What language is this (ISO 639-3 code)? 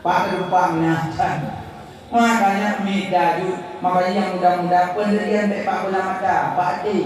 ace